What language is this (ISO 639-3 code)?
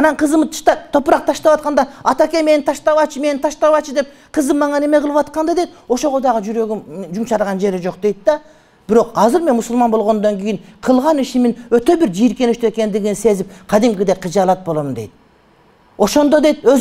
kir